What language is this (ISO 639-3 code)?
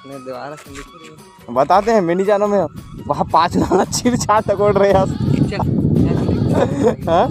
hne